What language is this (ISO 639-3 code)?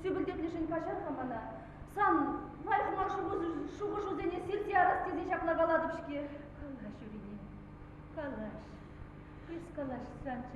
chv